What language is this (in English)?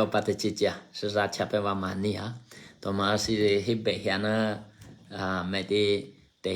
Eastern Kayah